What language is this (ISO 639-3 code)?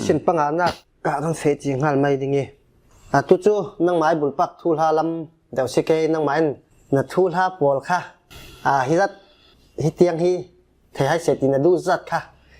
cfm